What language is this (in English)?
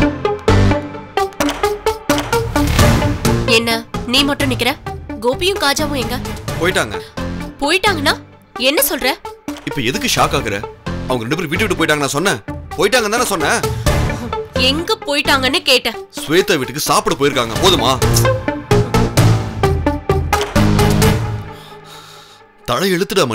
Tamil